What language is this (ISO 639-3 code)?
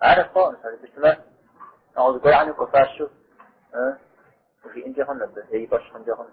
kbd